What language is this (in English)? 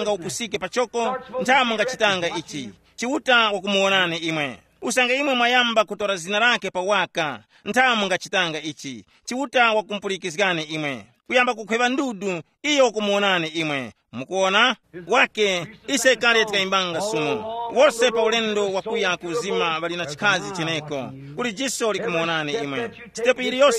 Tumbuka